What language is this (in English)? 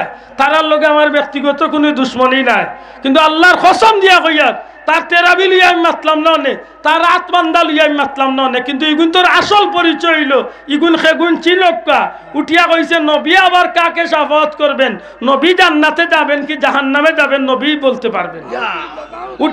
Sylheti